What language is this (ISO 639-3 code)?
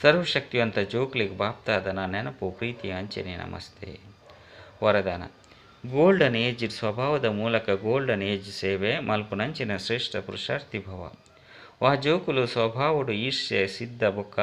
tcy